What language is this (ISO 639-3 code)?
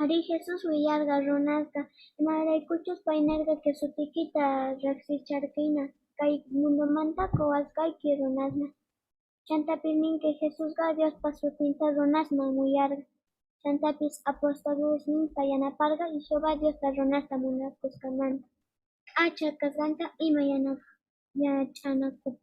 quh